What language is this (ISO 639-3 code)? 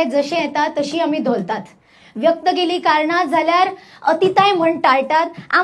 kok